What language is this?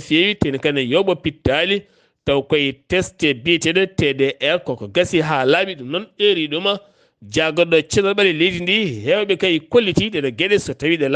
Fula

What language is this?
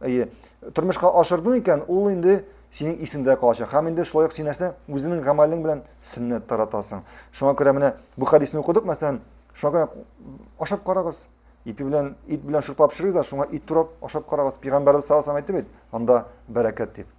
Tatar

